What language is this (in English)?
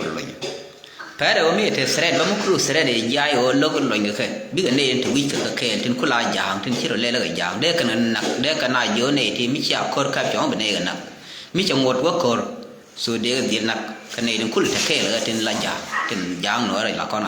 Nuer